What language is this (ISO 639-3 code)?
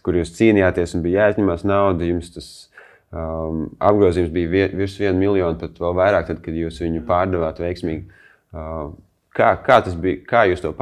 lav